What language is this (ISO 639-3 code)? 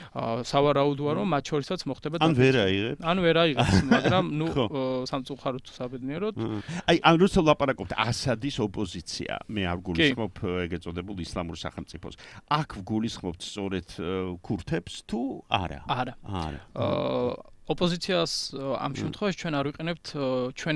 kat